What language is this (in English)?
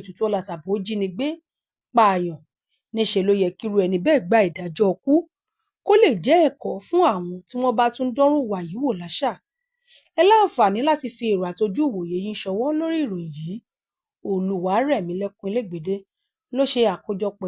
Yoruba